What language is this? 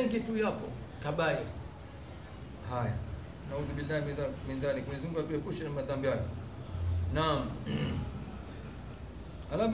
Swahili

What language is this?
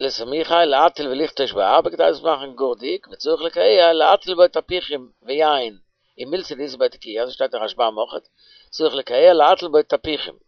Yiddish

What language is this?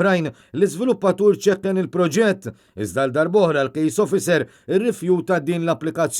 Maltese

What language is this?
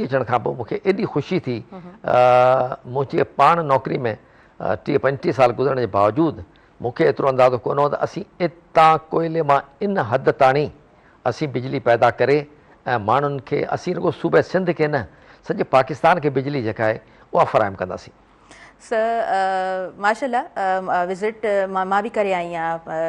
Sindhi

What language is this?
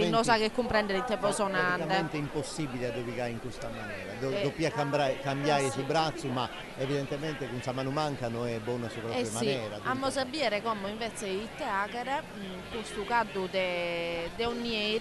Sardinian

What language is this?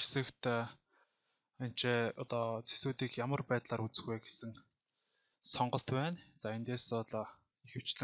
Mongolian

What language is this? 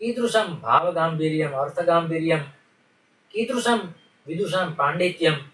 Sanskrit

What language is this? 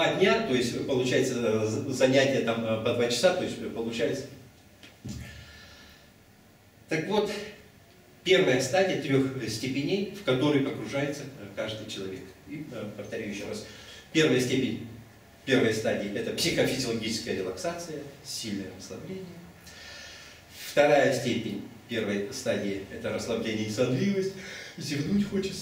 Russian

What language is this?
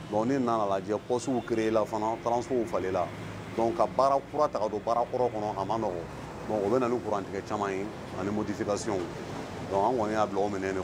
Bambara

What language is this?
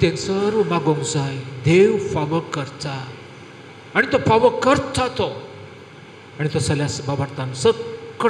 Konkani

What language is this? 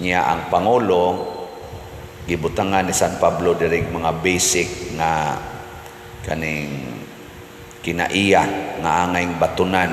Cebuano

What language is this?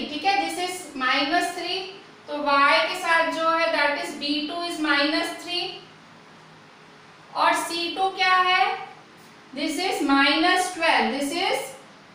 Hindi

